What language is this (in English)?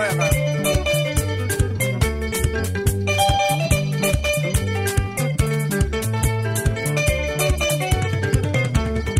Kikuyu